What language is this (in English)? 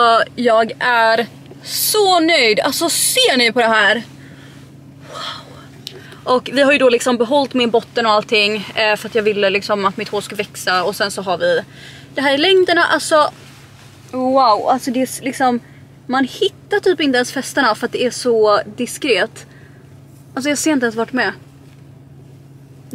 Swedish